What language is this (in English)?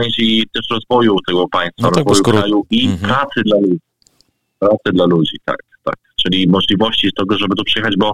Polish